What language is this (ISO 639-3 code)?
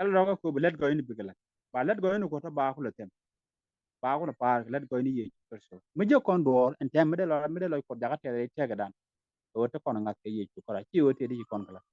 nus